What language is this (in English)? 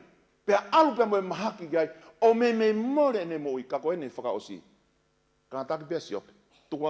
Tongan